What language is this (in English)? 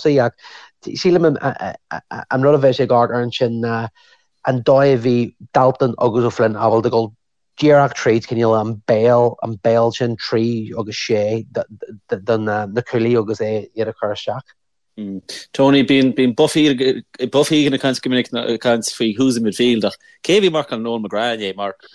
Irish